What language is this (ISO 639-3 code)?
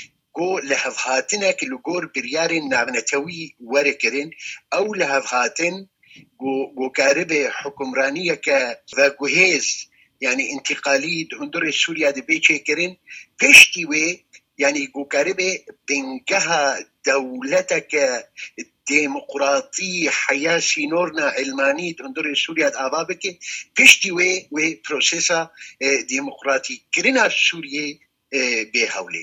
kur